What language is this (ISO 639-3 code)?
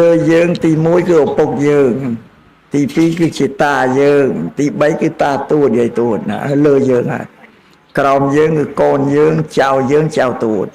khm